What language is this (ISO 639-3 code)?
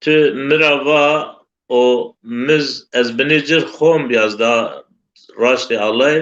zza